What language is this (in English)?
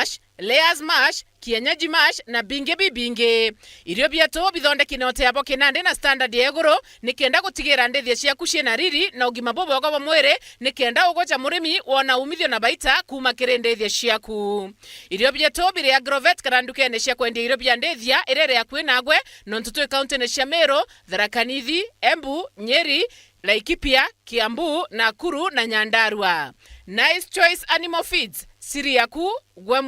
Meru